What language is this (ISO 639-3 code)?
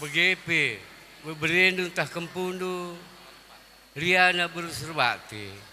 btx